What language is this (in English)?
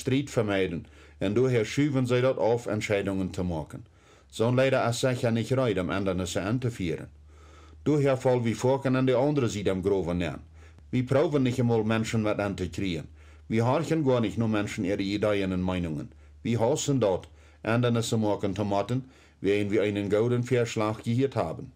Plautdietsch